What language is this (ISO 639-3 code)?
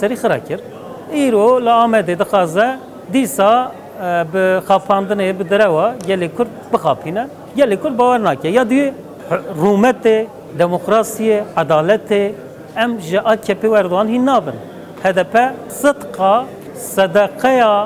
kur